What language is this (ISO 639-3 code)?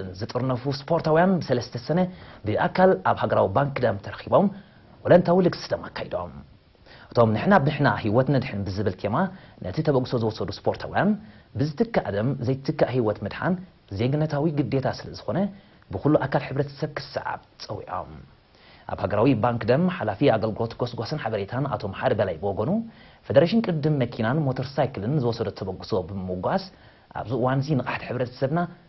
tir